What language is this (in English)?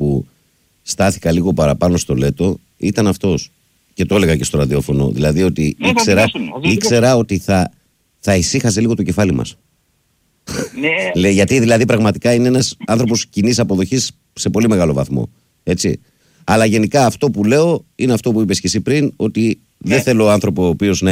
Greek